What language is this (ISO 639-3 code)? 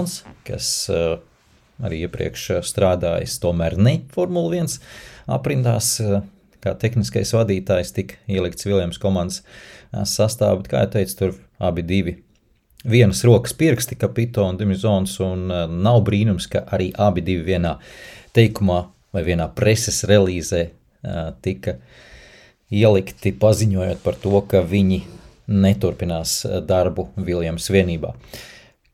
lav